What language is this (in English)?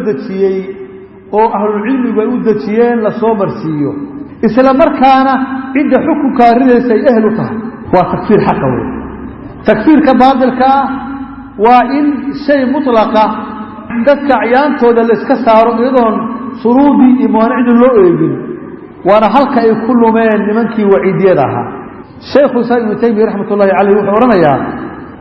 Somali